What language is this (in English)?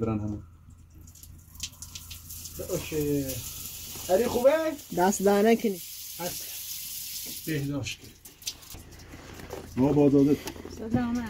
Persian